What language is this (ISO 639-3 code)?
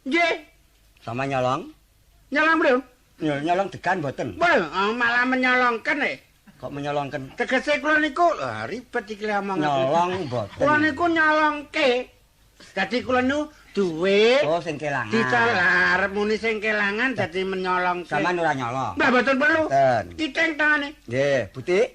jav